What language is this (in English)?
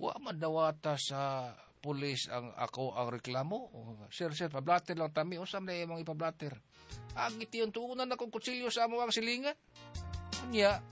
Cebuano